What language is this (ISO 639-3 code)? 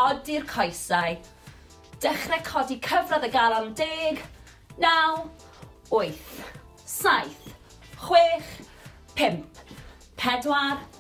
cym